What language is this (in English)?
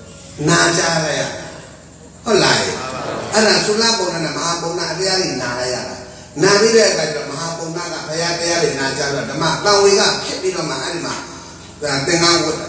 Burmese